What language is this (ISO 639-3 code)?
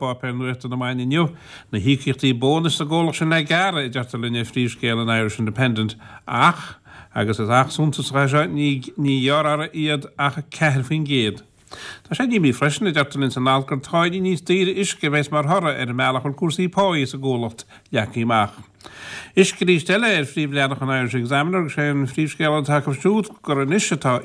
gle